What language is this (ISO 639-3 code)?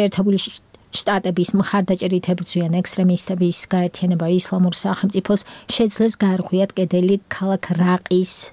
kat